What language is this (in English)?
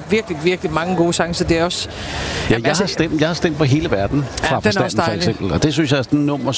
Danish